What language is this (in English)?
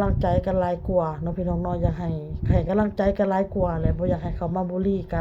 Lao